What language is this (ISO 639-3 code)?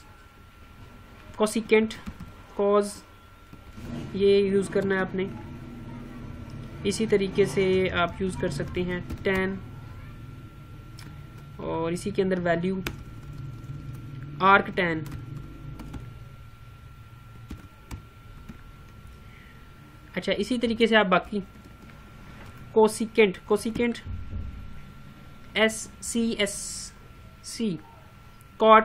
hin